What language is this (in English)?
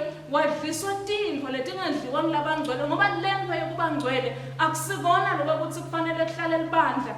Swati